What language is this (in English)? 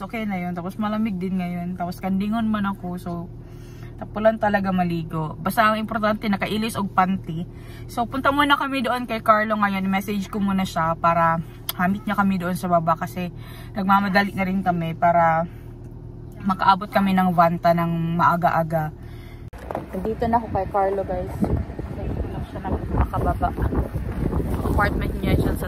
Filipino